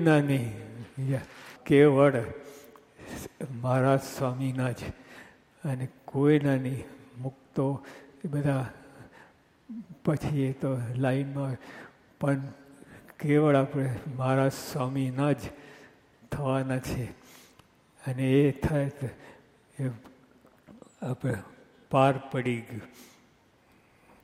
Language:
Gujarati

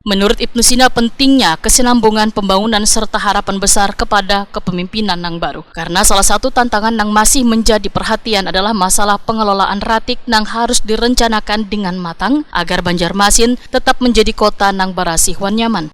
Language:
Banjar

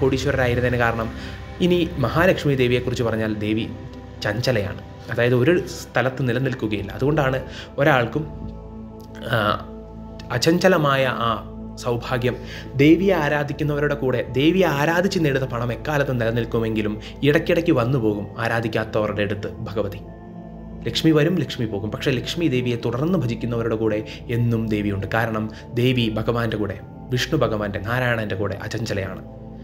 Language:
Malayalam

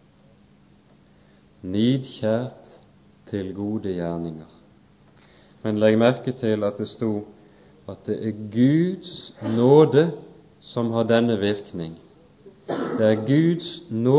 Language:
Norwegian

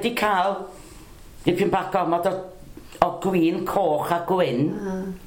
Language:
Welsh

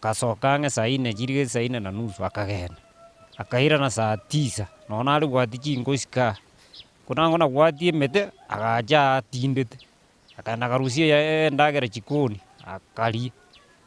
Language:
Gusii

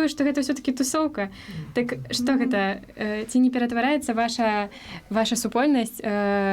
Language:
Belarusian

